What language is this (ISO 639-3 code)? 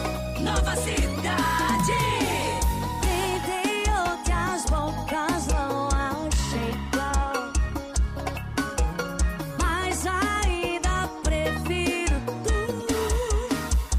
por